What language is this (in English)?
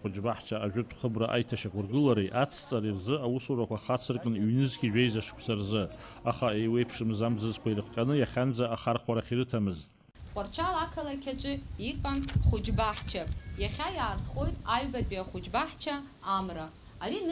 Abkhazian